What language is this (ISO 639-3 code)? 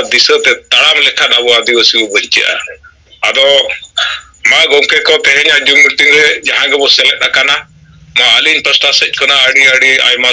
sat